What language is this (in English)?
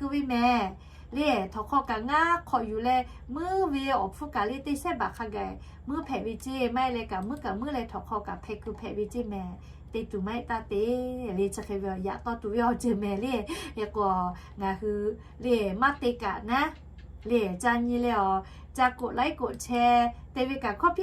Lahu